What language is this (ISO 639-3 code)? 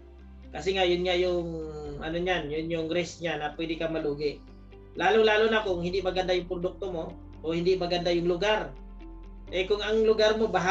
fil